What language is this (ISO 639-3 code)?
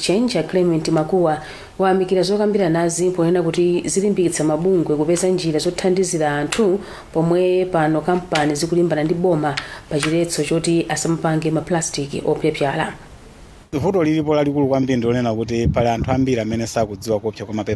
nya